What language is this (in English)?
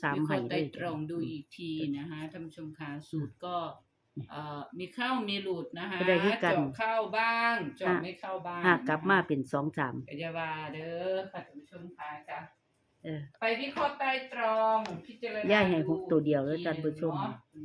Northeastern Thai